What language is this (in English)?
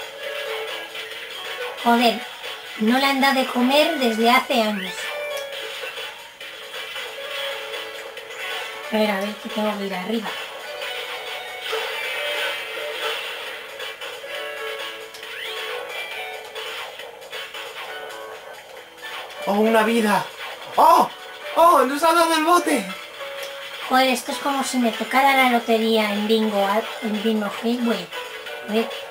Spanish